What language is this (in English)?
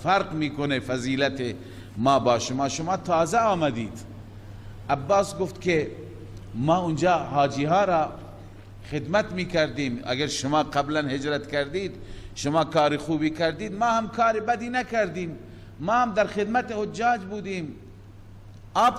Persian